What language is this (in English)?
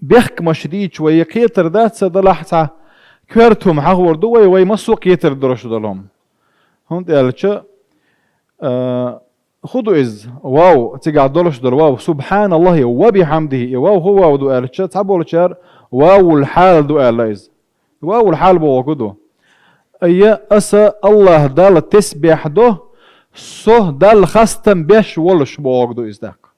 Chechen